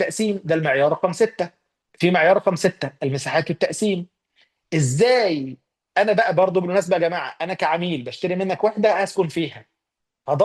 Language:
Egyptian Arabic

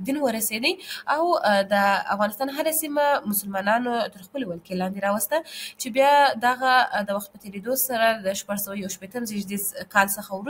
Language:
Pashto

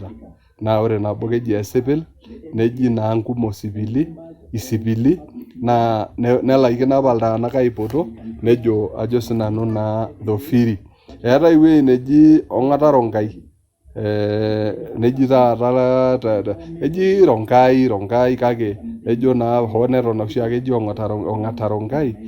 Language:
Masai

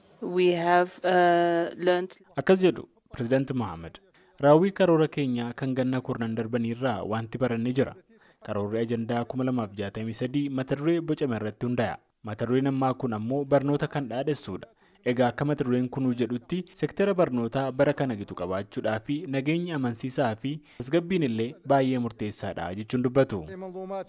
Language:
Oromo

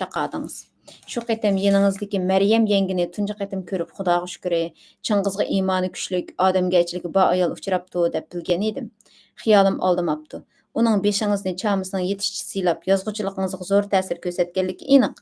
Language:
Uyghur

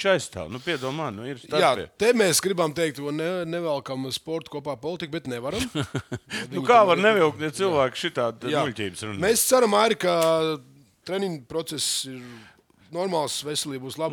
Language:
Latvian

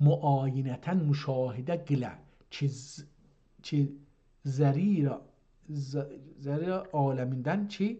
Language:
South Azerbaijani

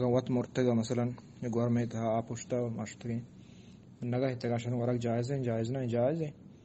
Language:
Eastern Balochi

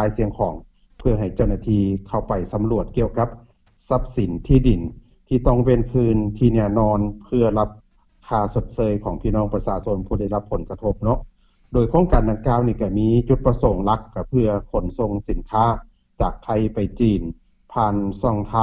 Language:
Lao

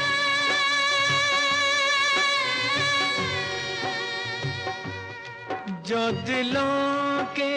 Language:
Hindi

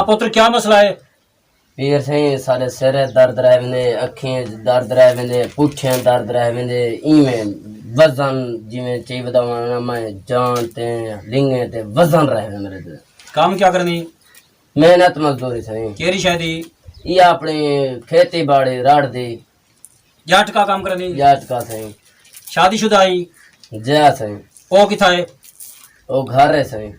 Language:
Saraiki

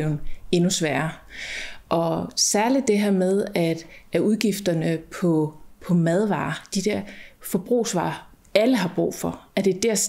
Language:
Danish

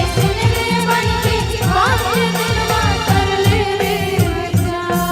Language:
Chhattisgarhi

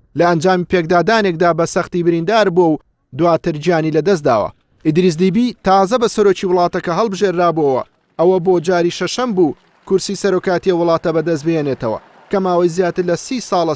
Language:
Central Kurdish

